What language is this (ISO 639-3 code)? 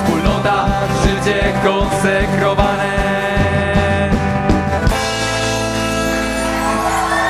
pol